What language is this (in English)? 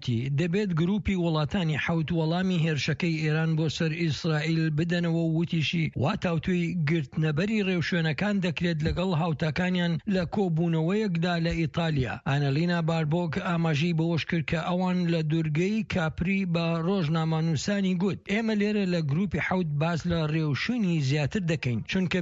Central Kurdish